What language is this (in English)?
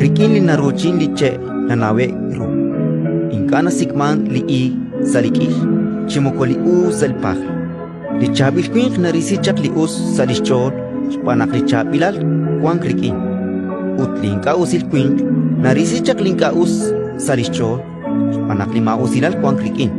Kekchí